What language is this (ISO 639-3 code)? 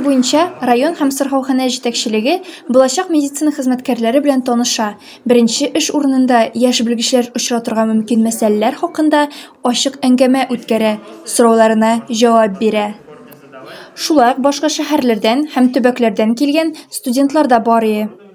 tat